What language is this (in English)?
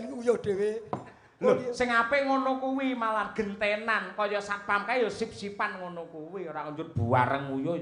Javanese